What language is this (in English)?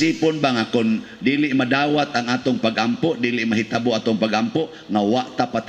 Cebuano